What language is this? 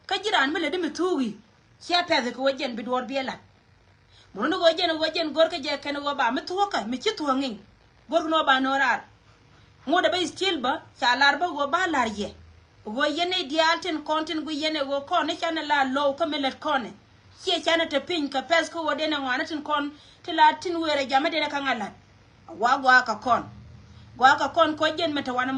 Nuer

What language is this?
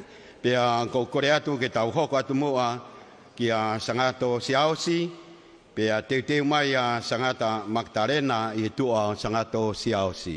Tongan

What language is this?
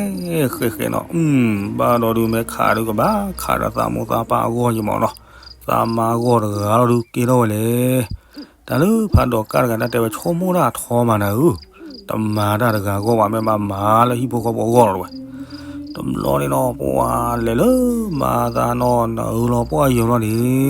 S'gaw Karen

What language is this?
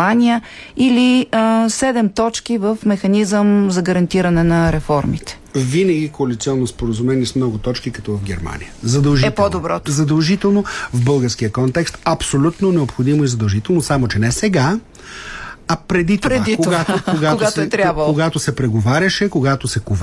Bulgarian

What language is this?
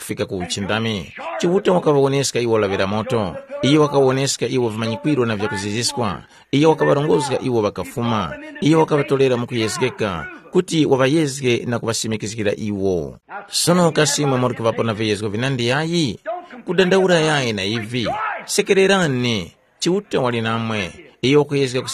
Tumbuka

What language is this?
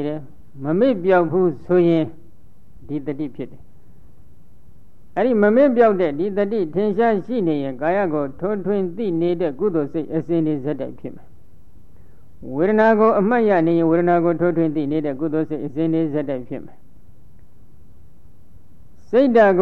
Burmese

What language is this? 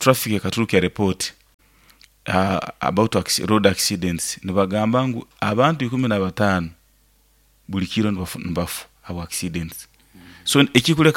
Nyoro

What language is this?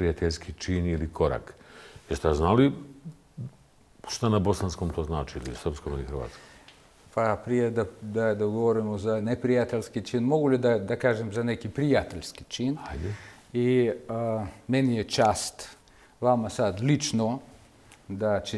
Bosnian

